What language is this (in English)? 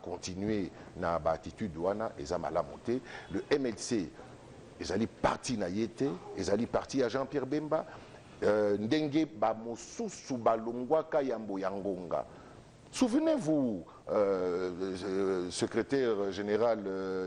Lingala